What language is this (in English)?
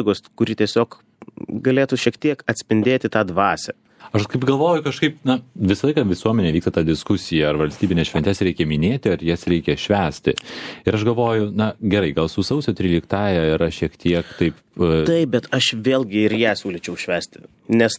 Lithuanian